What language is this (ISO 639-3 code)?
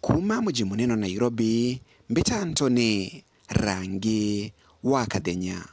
mer